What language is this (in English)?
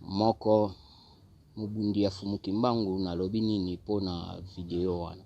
Lingala